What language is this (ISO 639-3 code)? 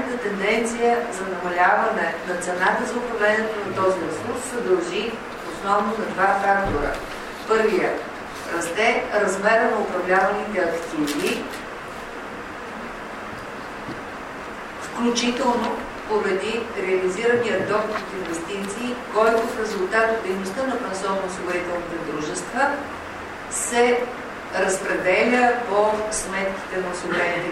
bul